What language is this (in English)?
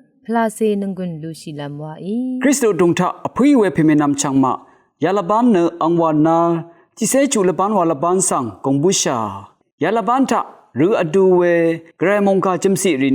Rawang